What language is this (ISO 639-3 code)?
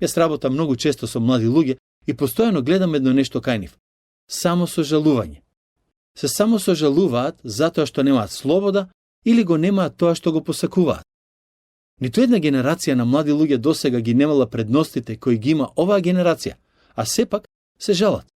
mkd